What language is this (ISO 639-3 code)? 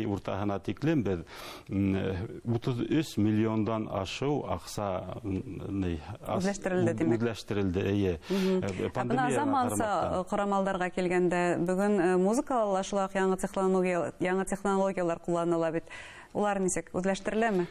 bak